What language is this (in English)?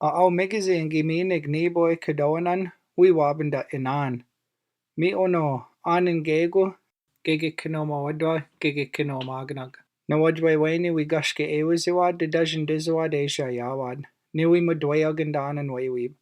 Chippewa